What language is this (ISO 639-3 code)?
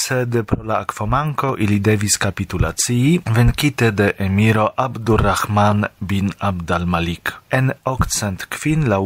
epo